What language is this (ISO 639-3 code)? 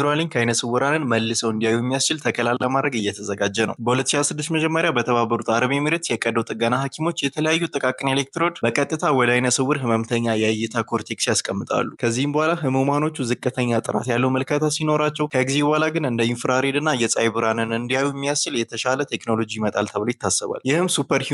amh